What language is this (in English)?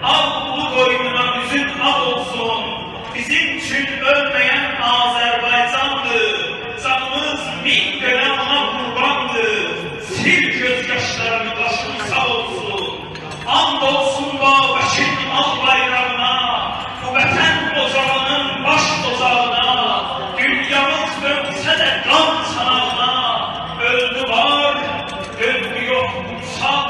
South Azerbaijani